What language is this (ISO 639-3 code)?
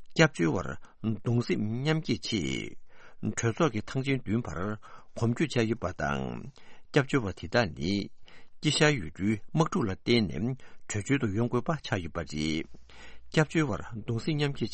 bod